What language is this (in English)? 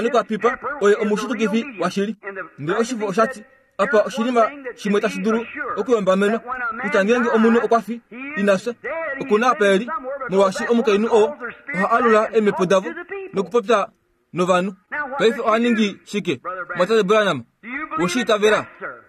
Kuanyama